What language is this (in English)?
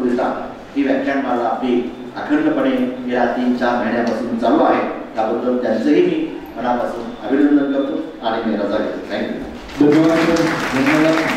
Marathi